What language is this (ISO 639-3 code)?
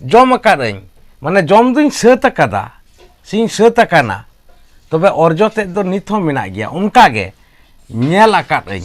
sat